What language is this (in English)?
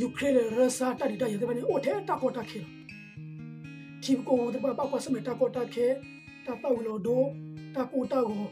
S'gaw Karen